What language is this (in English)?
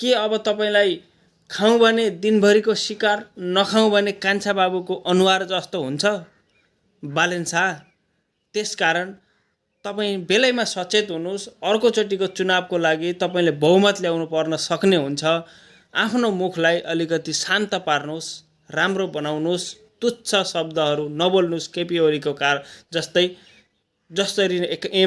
Nepali